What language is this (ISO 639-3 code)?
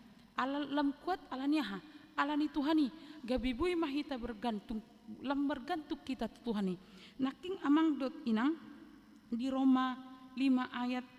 bbc